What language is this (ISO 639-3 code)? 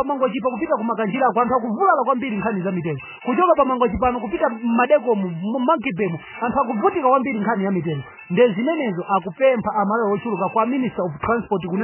nya